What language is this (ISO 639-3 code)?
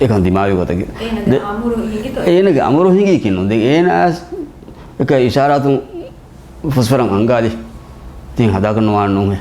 div